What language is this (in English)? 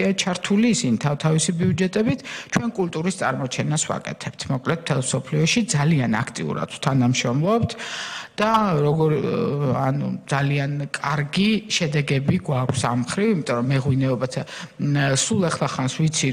Georgian